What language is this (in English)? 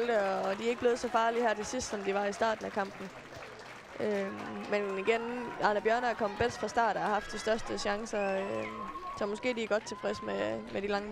Danish